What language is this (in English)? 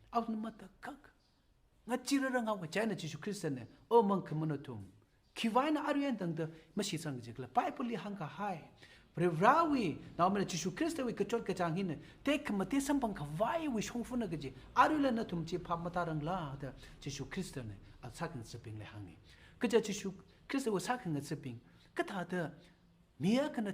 Tangkhul Naga (India)